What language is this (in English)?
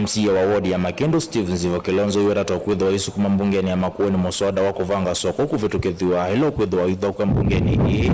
Kamba